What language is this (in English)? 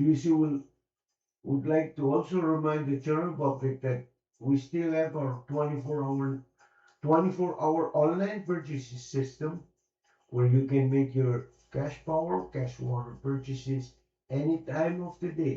Pohnpeian